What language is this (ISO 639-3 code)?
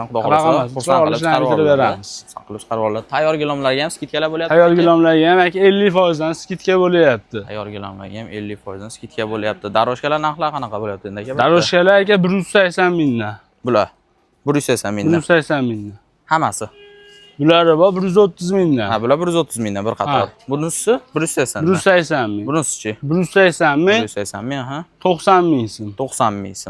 uzb